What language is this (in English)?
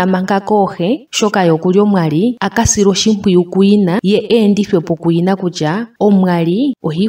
Ndonga